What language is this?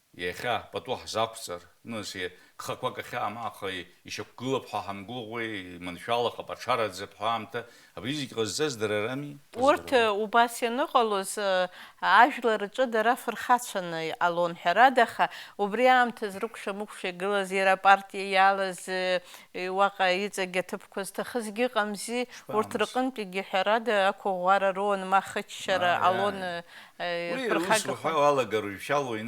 Abkhazian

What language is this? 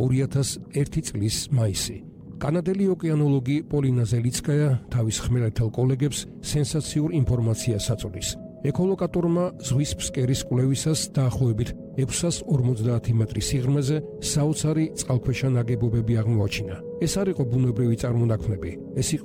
Georgian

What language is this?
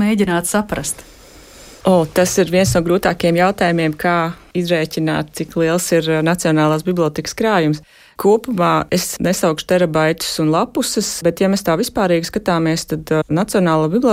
Latvian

